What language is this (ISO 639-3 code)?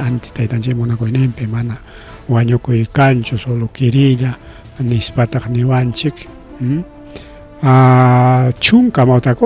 quy